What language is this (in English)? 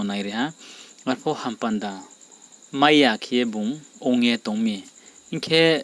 Riang (India)